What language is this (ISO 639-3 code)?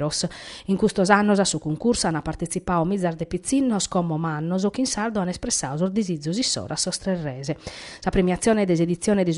srd